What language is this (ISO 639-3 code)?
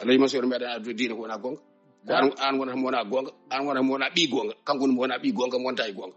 ful